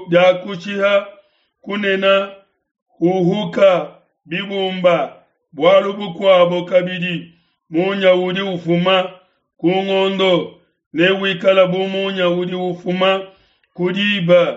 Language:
Luba-Lulua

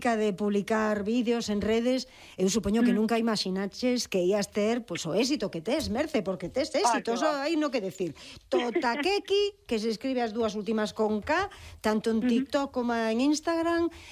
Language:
Galician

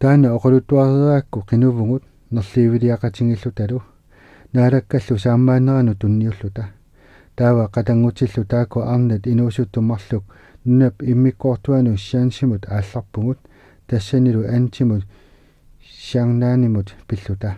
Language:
Kalaallisut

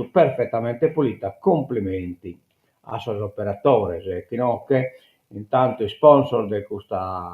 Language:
Sardinian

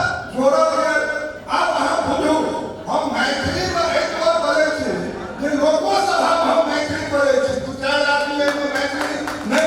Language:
Maithili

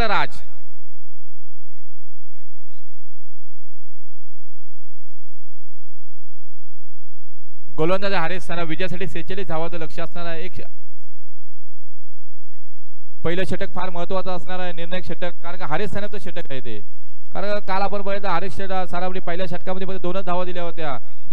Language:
Marathi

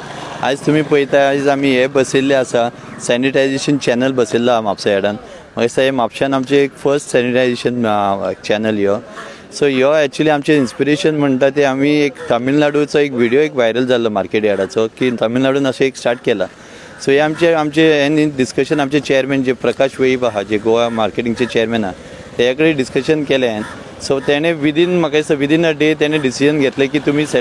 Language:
Konkani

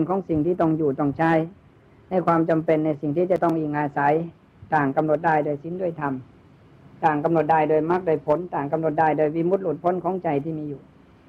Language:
Thai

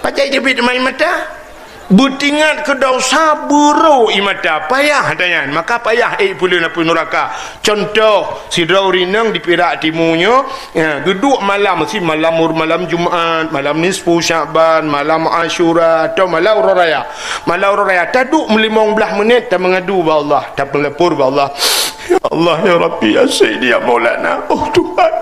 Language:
Achinese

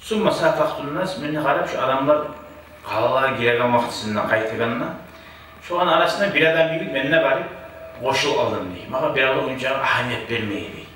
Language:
Kumyk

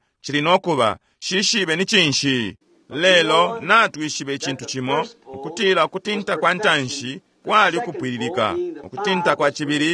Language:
Bemba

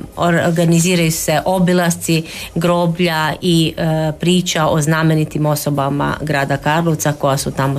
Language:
Croatian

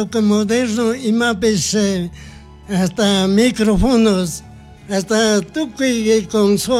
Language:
Chimborazo Highland Quichua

